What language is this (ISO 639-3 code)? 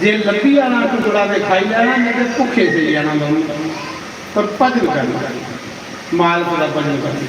doi